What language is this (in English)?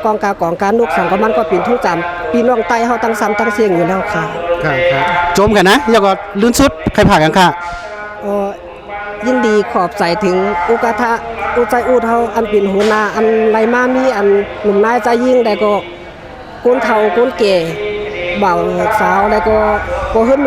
Shan